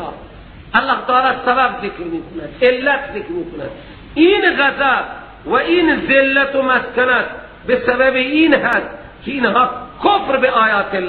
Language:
Persian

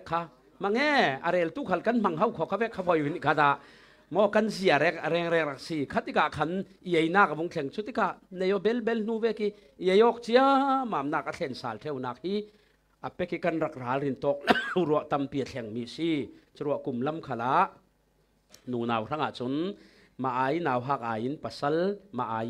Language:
Falam Chin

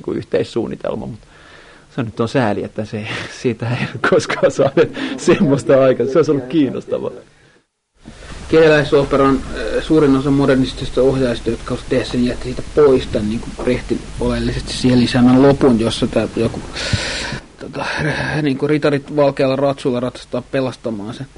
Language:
Finnish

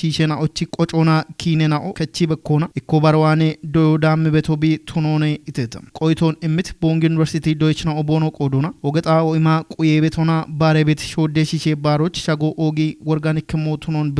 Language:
Kafa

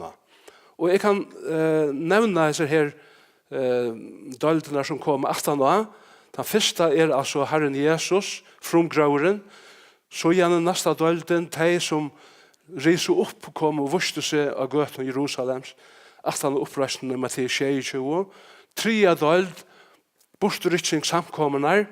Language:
Faroese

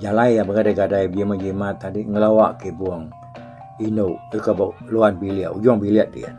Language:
Iban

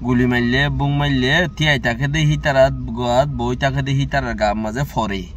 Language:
Rohingya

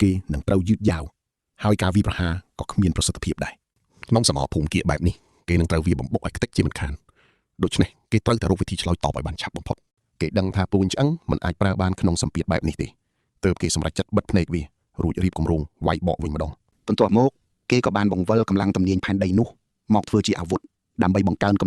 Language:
Khmer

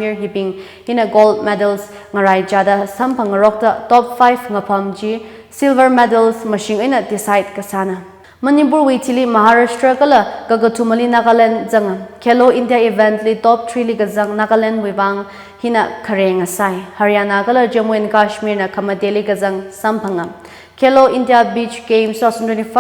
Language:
Tangkhul Naga (India)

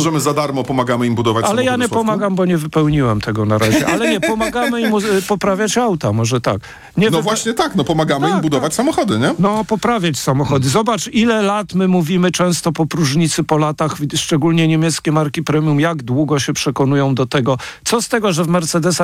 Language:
Polish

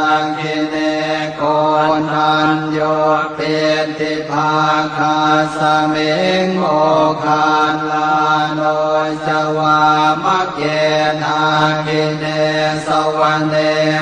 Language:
Pali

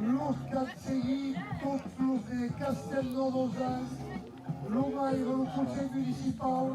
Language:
Occitan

